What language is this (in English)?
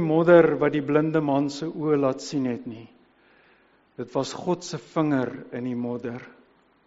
Afrikaans